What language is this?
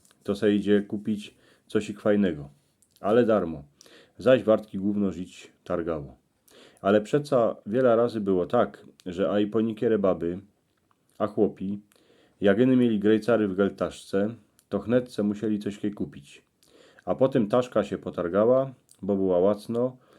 Silesian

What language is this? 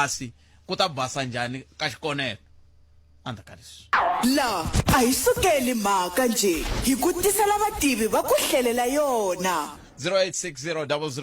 Tsonga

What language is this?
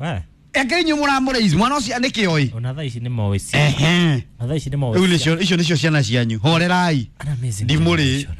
Kikuyu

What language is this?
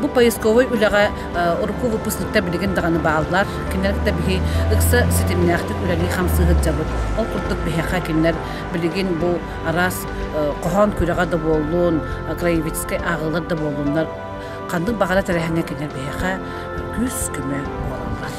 Yakut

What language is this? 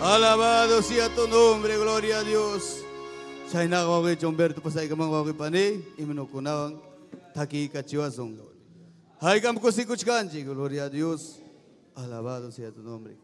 Ayacucho Quechua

